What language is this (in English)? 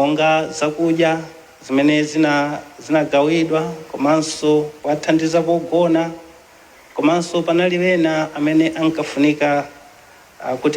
Nyanja